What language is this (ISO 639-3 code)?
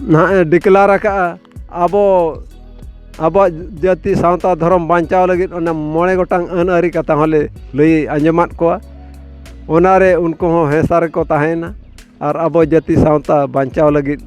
sat